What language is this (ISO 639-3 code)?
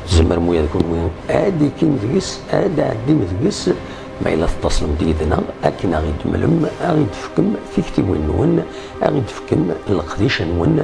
kab